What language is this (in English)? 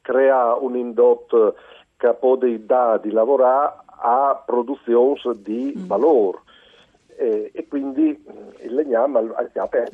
Friulian